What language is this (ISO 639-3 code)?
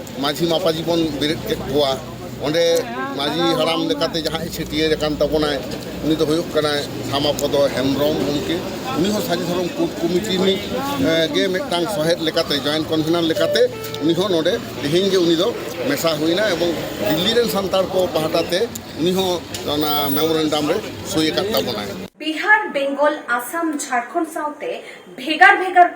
sat